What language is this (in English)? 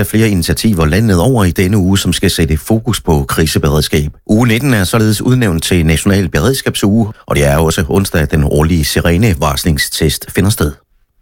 Danish